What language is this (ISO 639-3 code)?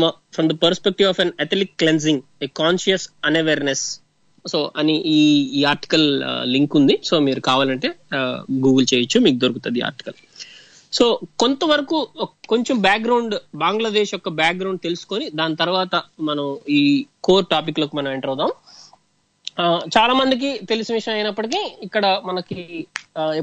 tel